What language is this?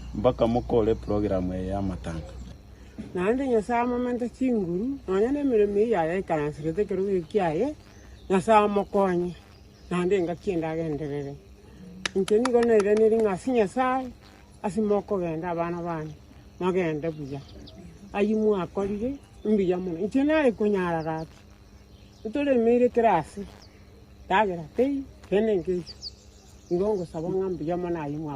Gusii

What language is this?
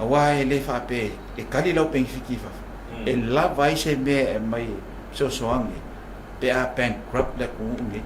Samoan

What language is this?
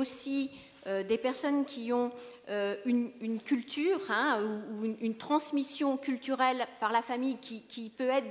French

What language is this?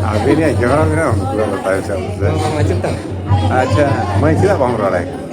Santali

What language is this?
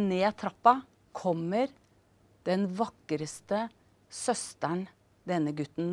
Norwegian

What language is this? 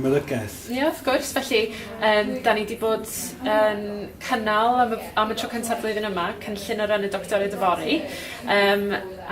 Welsh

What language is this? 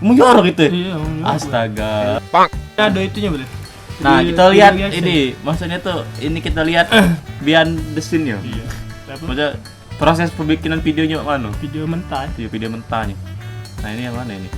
Musi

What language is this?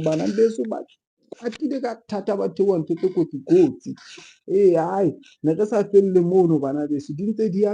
Southern Sotho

